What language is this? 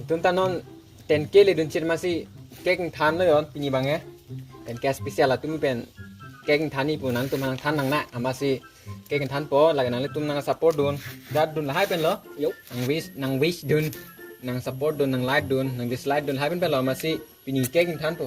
Karbi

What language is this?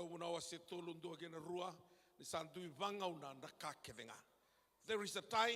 Fijian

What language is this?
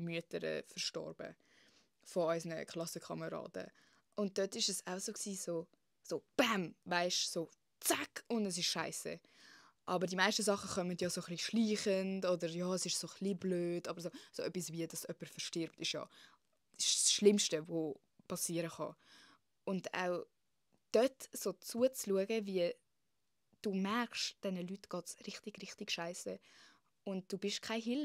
Swiss German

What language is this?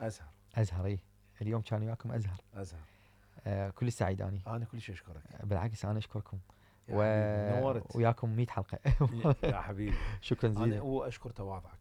Mesopotamian Arabic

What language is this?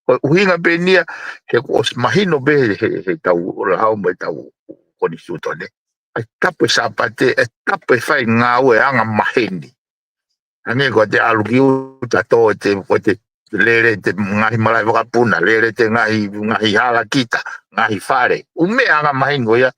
Tongan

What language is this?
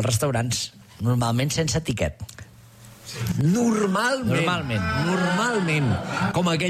Catalan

